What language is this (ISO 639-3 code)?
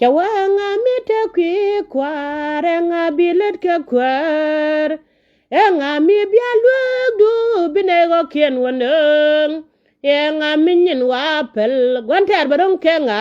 nus